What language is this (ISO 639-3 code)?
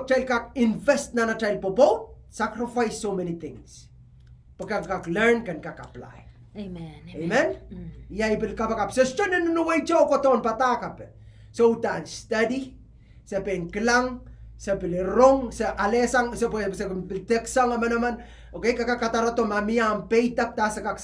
pon